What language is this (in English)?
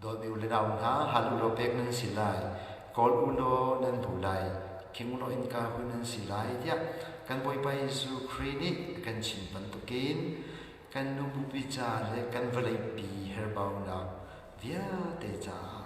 Hakha Chin